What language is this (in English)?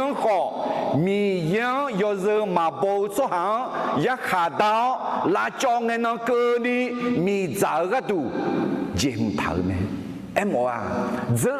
Akha